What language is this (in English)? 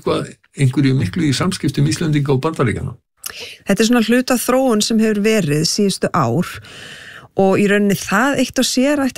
Icelandic